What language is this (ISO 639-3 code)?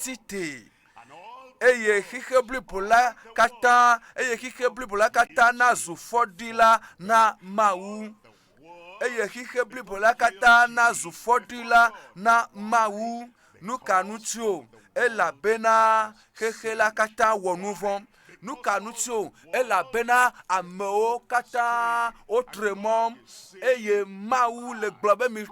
ewe